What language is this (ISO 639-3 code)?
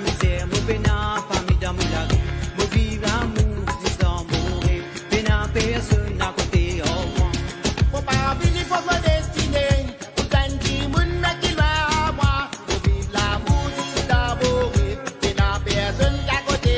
mfe